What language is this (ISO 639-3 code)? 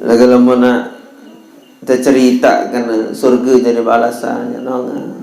sas